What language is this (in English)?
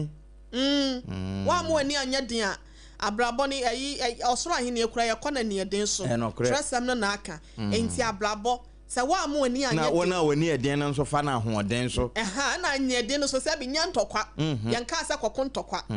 Akan